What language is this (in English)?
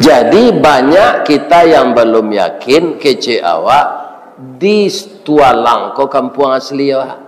Minangkabau